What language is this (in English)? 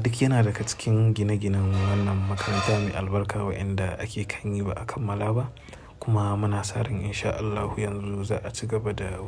Hausa